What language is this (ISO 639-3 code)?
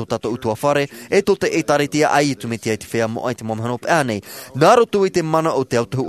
tah